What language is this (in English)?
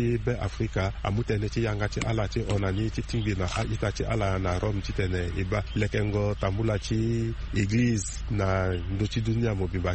Sango